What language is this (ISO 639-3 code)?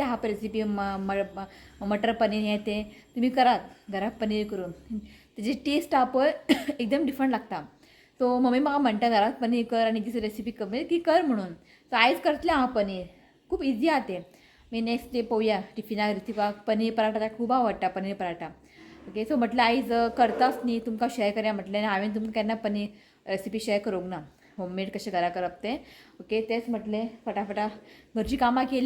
kok